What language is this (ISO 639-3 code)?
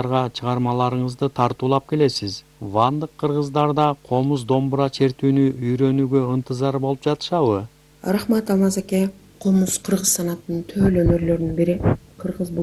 kir